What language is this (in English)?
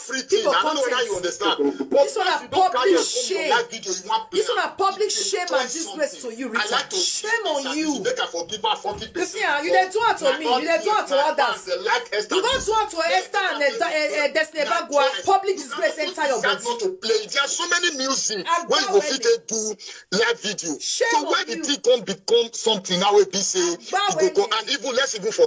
Nigerian Pidgin